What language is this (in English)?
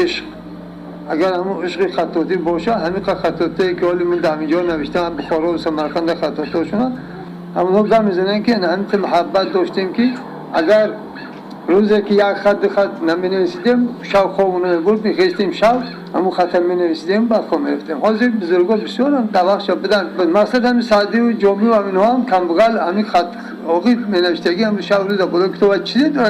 Tajik